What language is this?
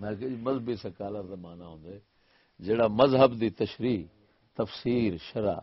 Saraiki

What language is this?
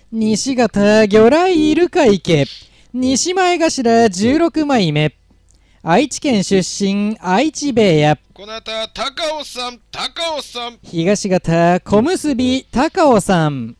Japanese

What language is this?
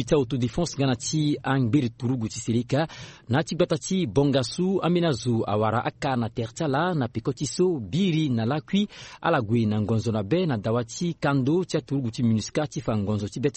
Sango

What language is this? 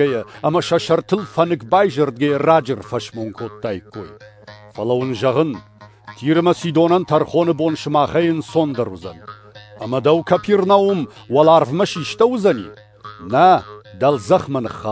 Ossetic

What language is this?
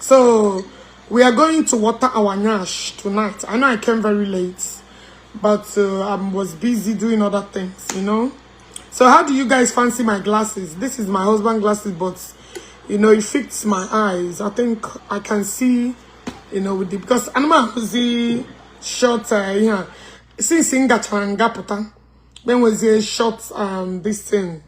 Igbo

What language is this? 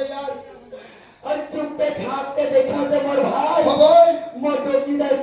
Chhattisgarhi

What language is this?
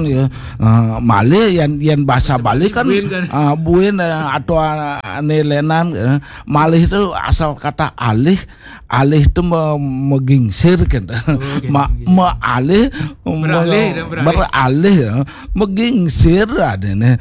Balinese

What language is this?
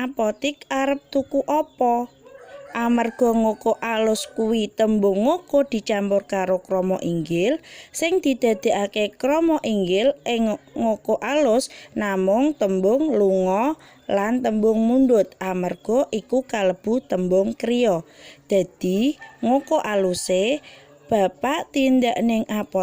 Javanese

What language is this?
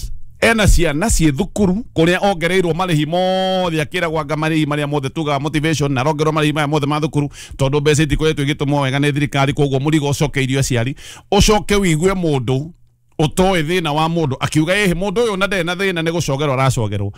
Kikuyu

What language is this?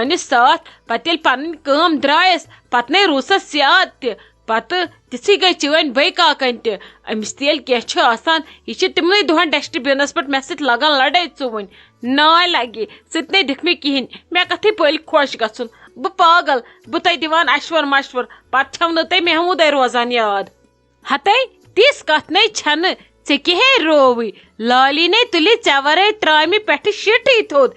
Kashmiri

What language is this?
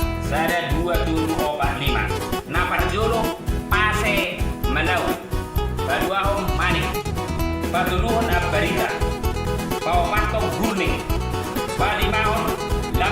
Batak Toba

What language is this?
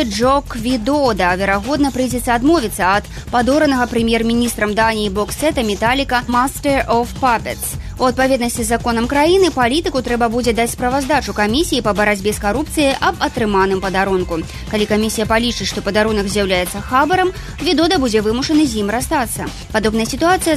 Belarusian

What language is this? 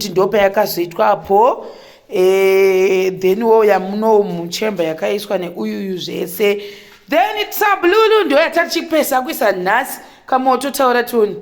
Shona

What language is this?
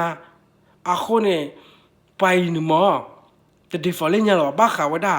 S'gaw Karen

